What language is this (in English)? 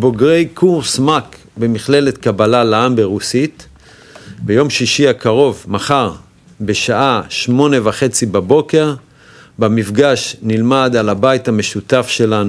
Hebrew